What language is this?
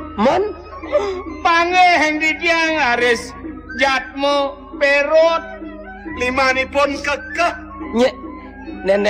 Balinese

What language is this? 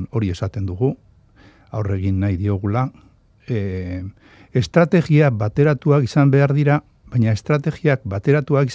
Basque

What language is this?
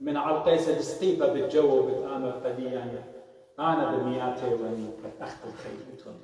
Assyrian Neo-Aramaic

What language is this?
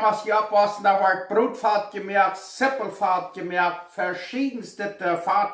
Plautdietsch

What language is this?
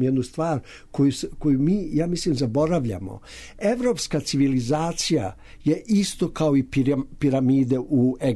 Serbian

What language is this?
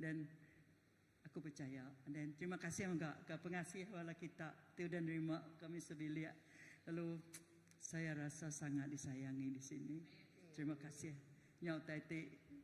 Iban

